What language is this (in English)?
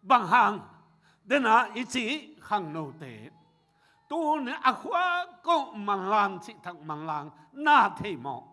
Tedim Chin